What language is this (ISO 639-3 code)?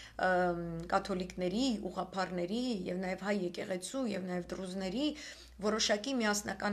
hye